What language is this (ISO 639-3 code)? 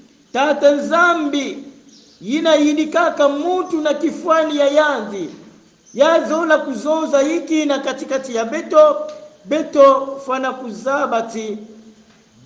kon